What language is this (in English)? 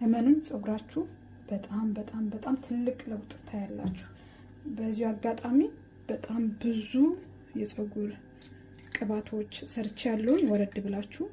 Amharic